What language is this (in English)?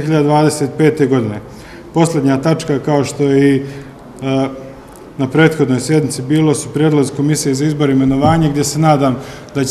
Bosnian